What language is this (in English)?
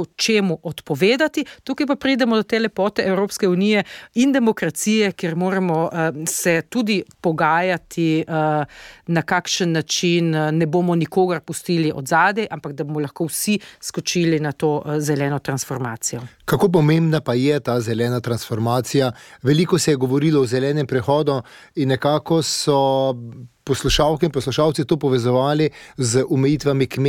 Slovenian